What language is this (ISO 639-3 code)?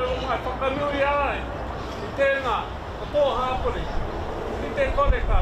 mri